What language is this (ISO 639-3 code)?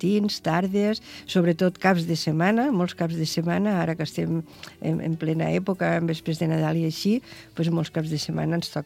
cat